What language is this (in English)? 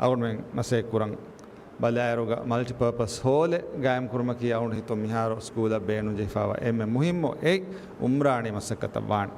Divehi